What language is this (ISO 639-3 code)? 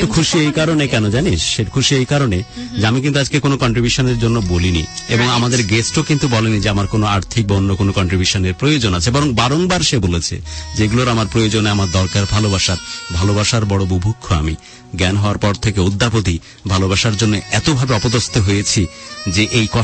ben